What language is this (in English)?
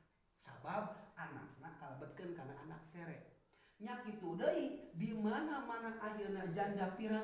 Sundanese